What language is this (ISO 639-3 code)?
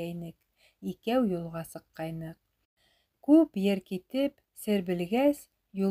bak